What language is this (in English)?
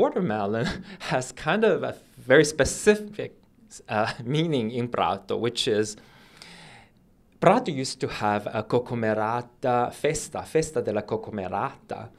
English